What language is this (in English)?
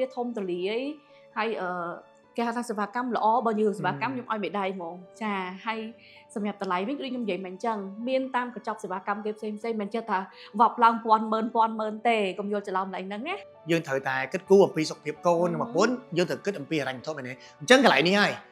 Khmer